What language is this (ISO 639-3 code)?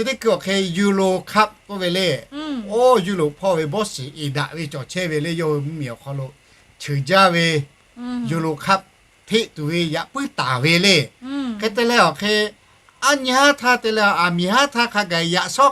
lhu